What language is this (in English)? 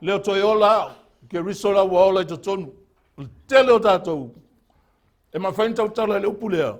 Samoan